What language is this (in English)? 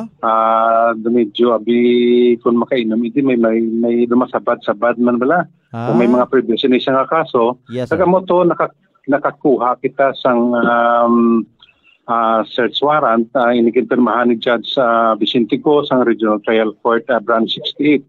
Hiligaynon